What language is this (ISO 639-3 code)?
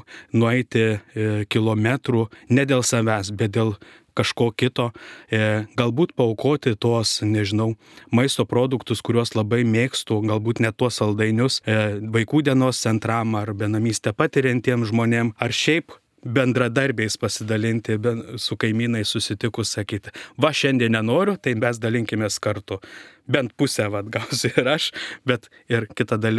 lit